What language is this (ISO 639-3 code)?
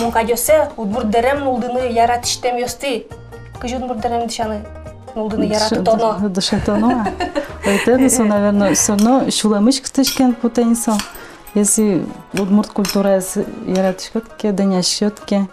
udm